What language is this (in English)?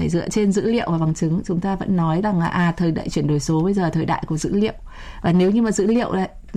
Vietnamese